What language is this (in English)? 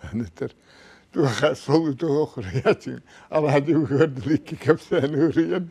Yakut